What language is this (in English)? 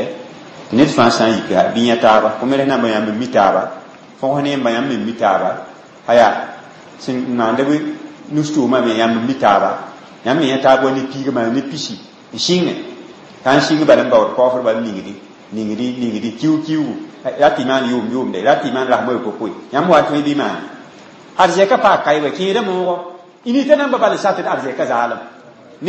Mossi